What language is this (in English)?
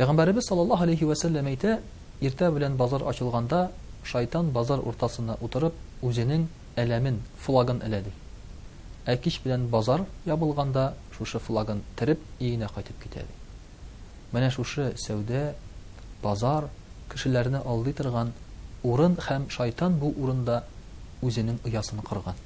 Tatar